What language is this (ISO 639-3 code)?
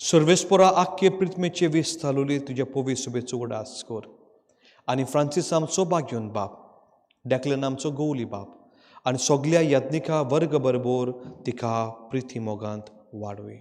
kok